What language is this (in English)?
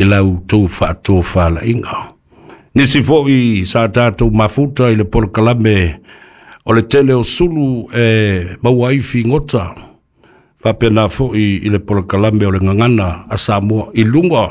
Samoan